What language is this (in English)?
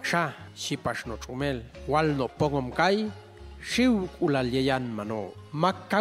Popti'